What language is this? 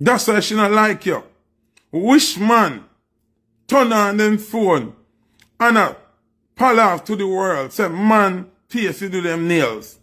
Jamaican Creole English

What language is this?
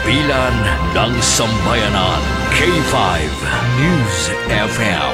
Filipino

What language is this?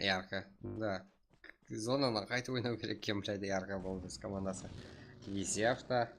Kara-Kalpak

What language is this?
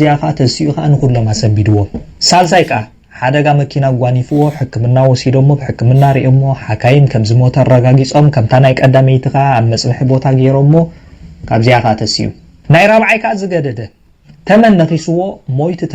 Tigrinya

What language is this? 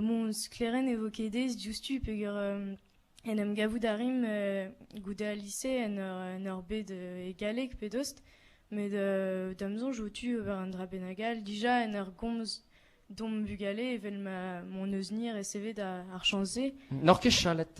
Breton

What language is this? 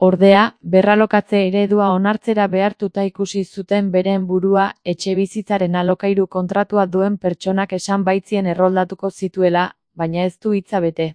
Basque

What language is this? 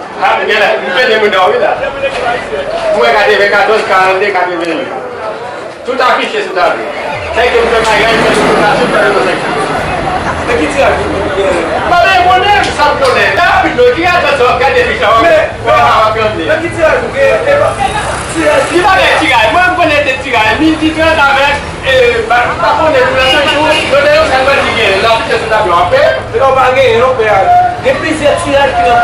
Haitian Creole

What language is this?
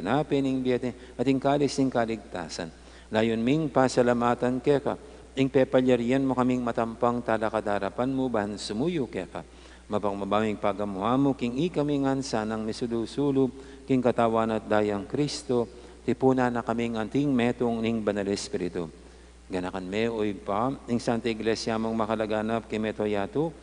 Pampanga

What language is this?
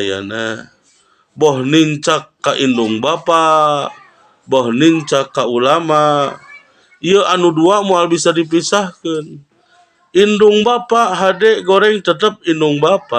Sundanese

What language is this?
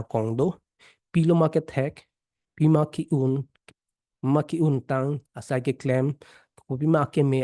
Karbi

